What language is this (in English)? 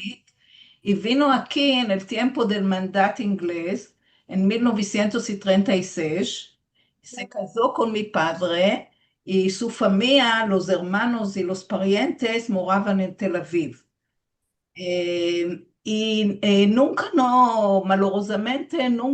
Ladino